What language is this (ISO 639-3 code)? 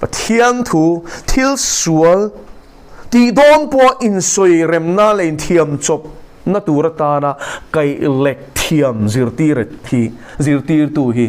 lus